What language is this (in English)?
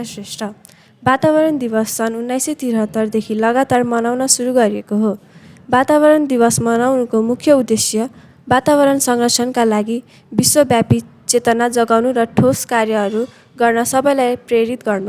Nepali